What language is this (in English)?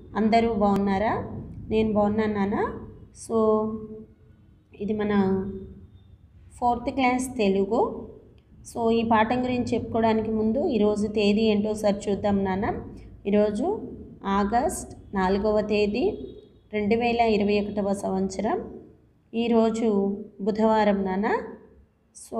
Telugu